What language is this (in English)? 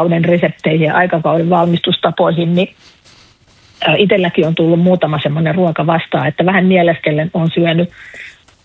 Finnish